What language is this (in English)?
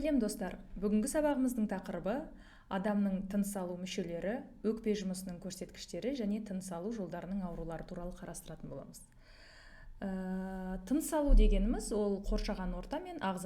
Kazakh